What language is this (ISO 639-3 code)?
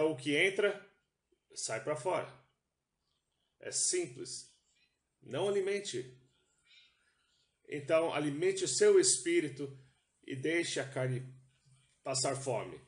por